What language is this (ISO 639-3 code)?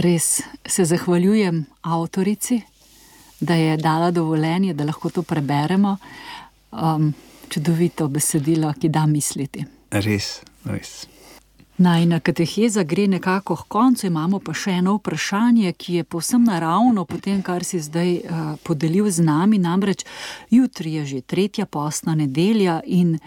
slv